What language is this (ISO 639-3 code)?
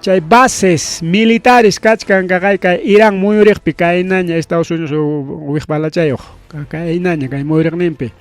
quy